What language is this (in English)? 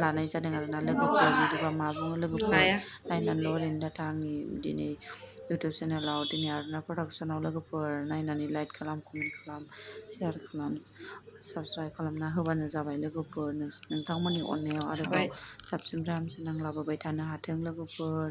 Bodo